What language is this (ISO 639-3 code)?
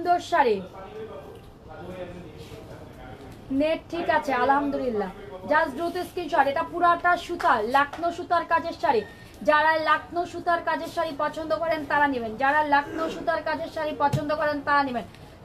ben